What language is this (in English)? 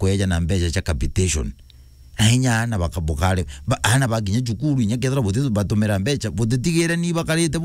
Meru